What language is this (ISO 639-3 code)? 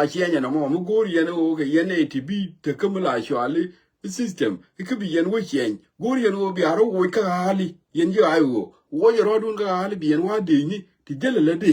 nus